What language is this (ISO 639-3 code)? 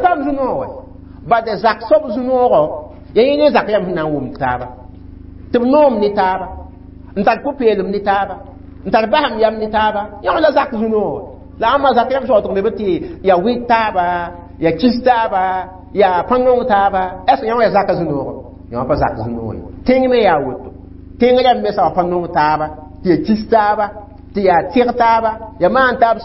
mos